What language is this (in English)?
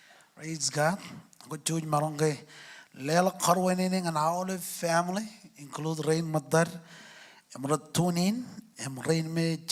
Marshallese